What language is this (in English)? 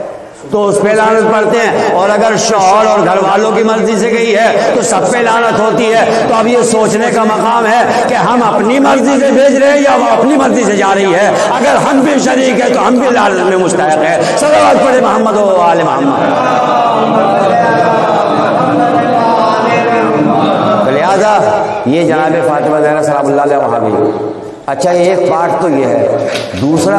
Urdu